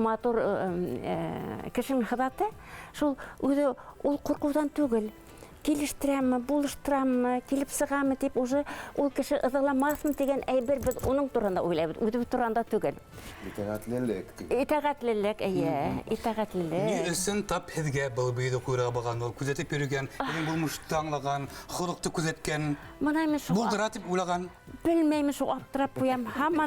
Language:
Bashkir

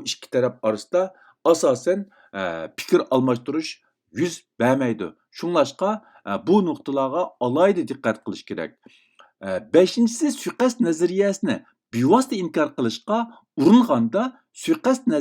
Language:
Uyghur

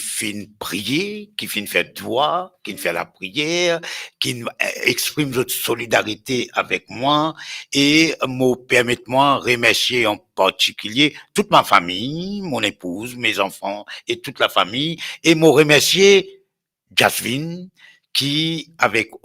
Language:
Morisyen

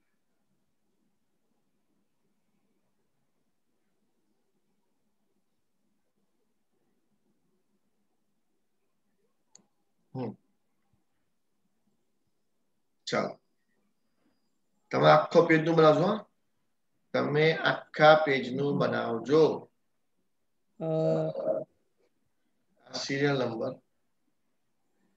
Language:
Gujarati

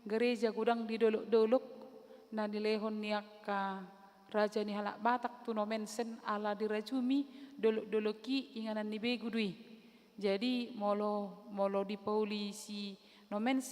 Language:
Batak Toba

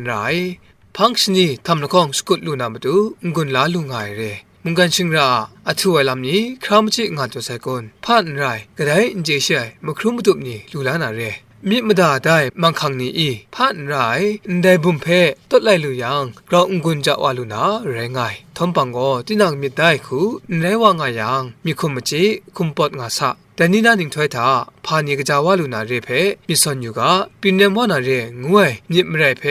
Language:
Kachin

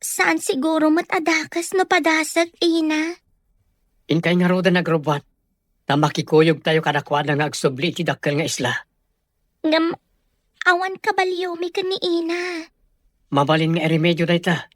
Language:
Iloko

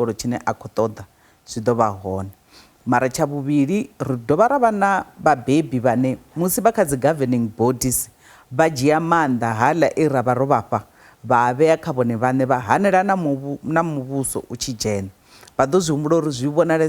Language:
Venda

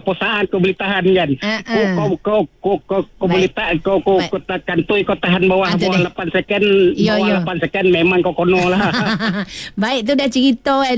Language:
Malay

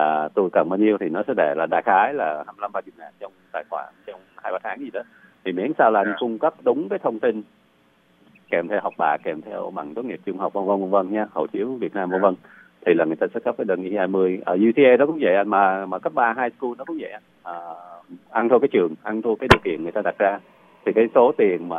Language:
Vietnamese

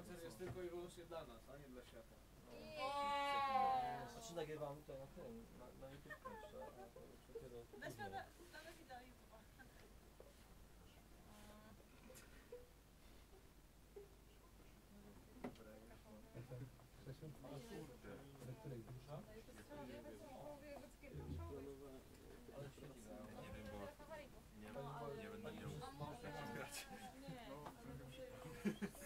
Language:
Polish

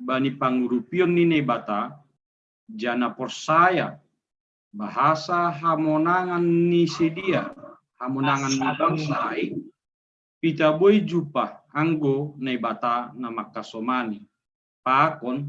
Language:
Batak Simalungun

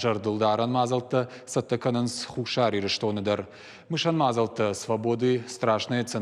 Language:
Ossetic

